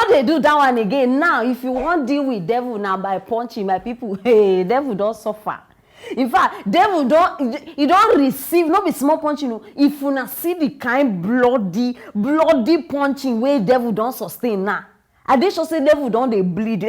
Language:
Nigerian Pidgin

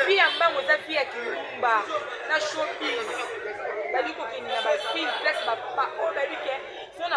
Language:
Lingala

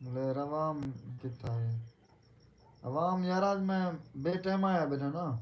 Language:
Saraiki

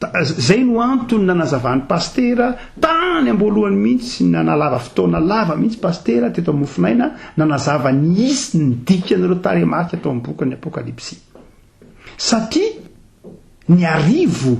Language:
Malagasy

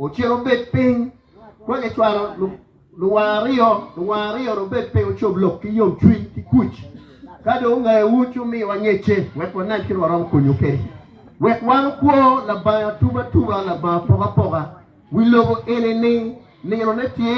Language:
Acoli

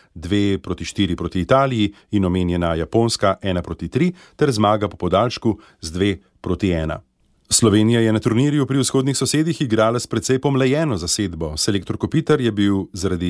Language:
Slovenian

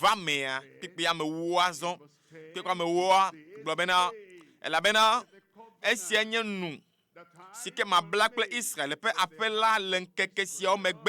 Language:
Ewe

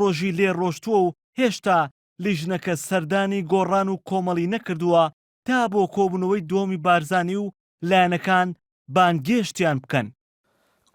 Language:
Central Kurdish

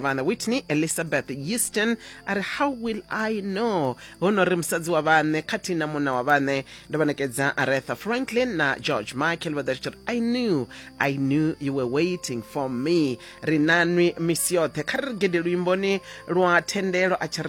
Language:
Venda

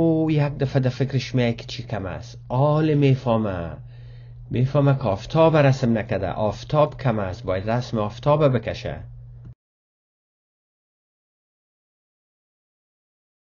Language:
Persian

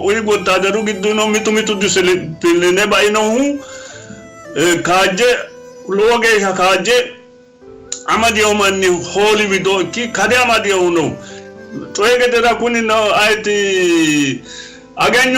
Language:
Sidamo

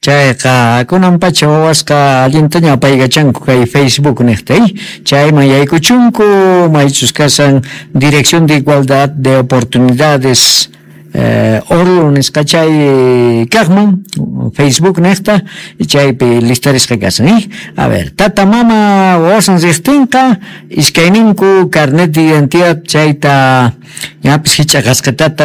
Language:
South Bolivian Quechua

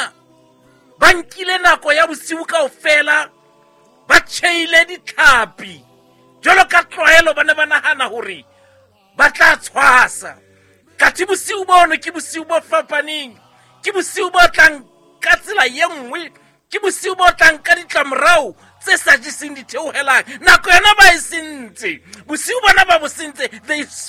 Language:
Southern Sotho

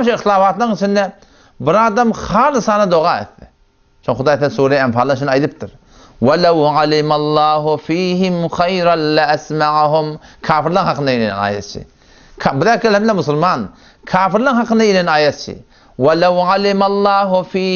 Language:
Turkmen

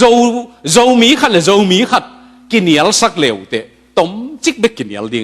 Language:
Tedim Chin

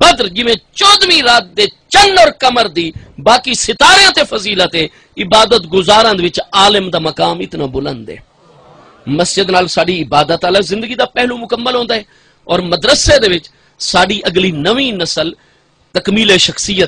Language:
Saraiki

